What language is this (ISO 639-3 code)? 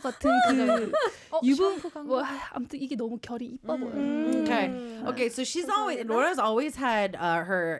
kor